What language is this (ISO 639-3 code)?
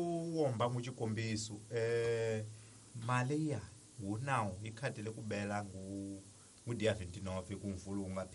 tso